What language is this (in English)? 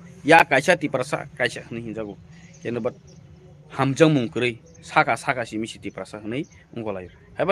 Kok Borok